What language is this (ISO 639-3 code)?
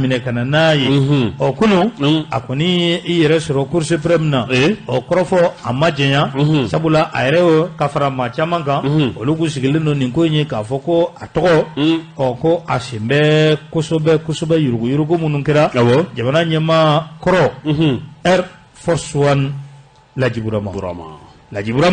bam